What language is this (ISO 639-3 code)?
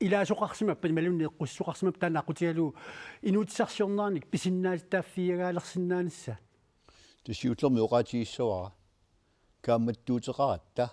kal